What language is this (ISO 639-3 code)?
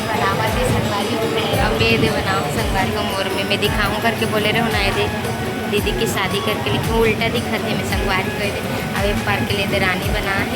hne